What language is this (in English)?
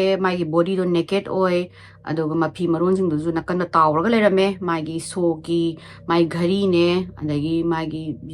Manipuri